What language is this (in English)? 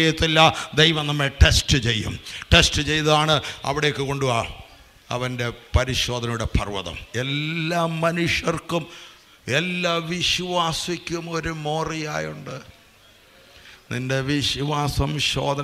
Malayalam